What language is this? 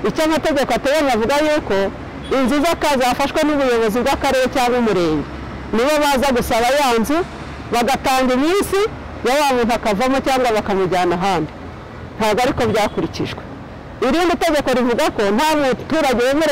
Kinyarwanda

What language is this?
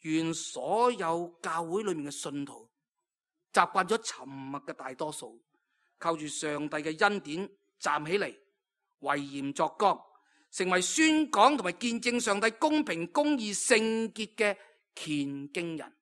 Cantonese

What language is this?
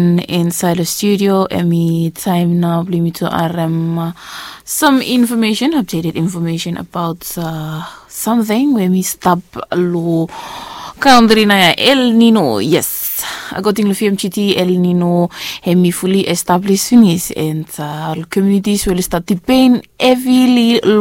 Bislama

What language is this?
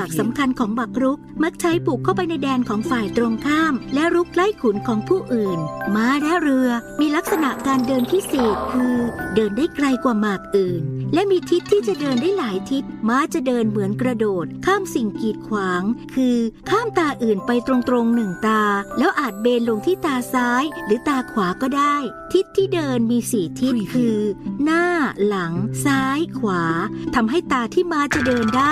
Thai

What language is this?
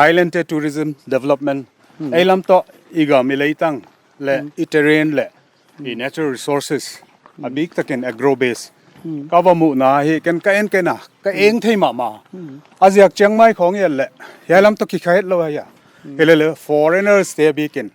Paite Chin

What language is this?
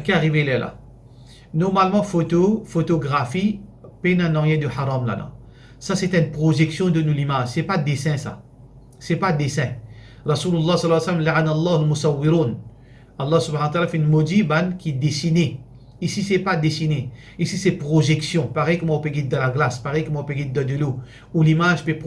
Morisyen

